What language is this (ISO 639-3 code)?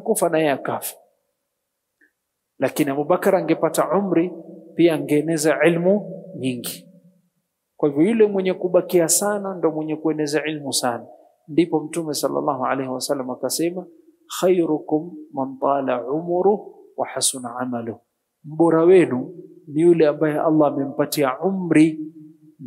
swa